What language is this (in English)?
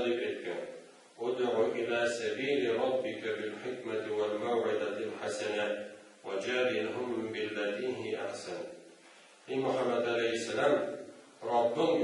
Tatar